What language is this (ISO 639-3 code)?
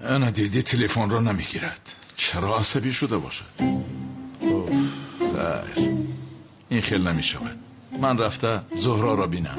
tgk